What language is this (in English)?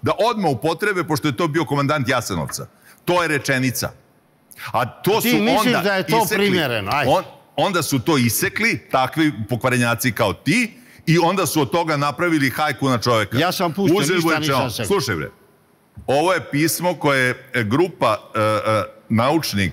Serbian